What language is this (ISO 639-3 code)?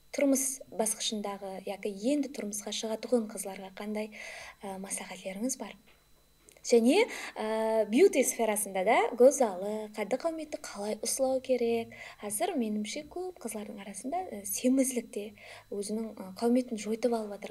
kaa